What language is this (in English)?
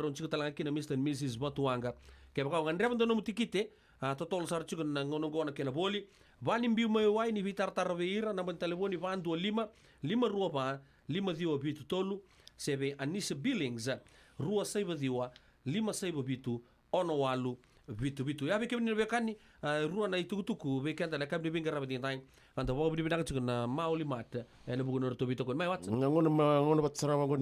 Fijian